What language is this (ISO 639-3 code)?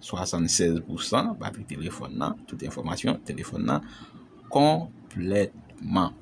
hat